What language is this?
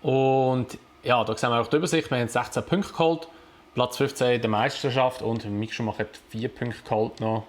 Swiss German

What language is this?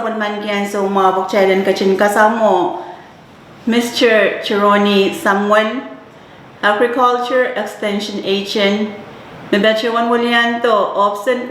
Pohnpeian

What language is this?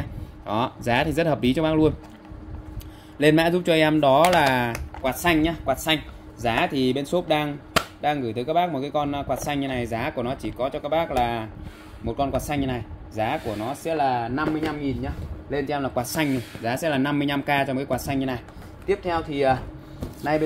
Vietnamese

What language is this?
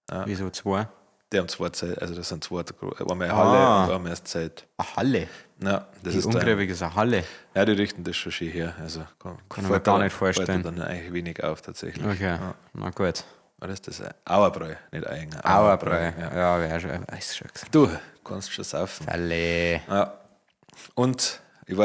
Bavarian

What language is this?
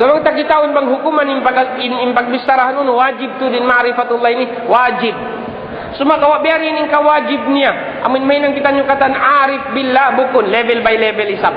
Tausug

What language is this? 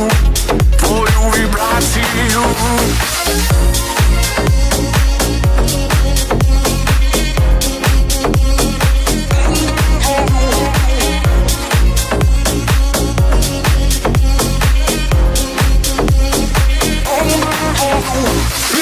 Ukrainian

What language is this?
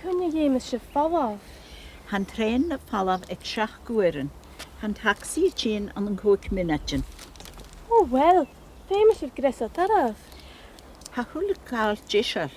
Scottish Gaelic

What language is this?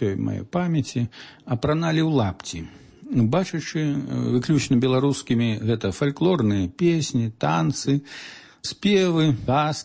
Belarusian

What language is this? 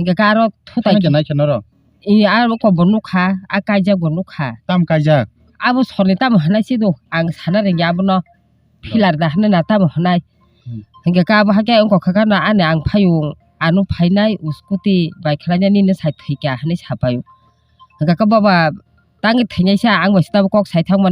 Kok Borok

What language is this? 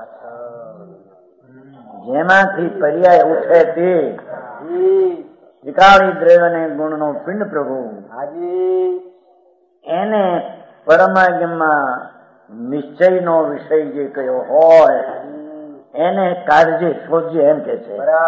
Gujarati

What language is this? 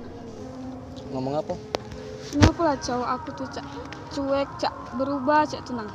Musi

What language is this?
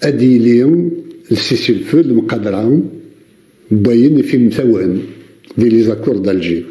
Kabyle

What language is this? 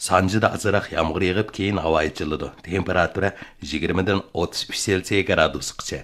Uyghur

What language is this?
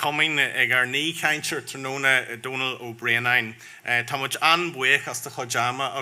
Irish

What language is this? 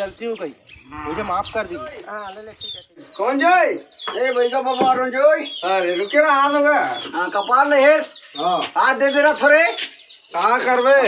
Chhattisgarhi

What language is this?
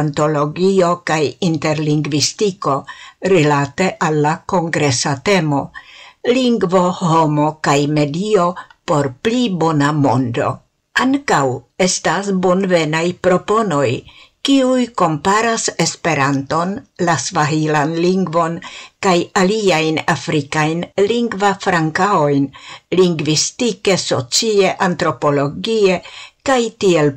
Esperanto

